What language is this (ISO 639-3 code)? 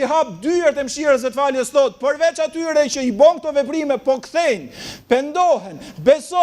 sqi